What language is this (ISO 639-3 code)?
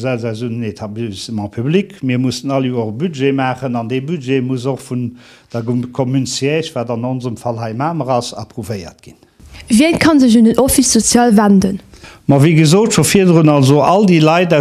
ltz